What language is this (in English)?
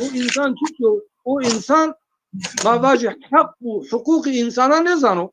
Zaza